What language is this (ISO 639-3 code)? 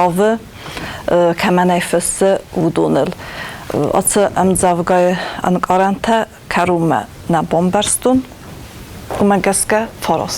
oss